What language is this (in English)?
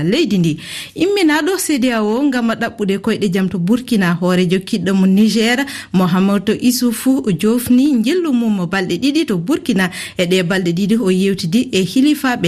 Fula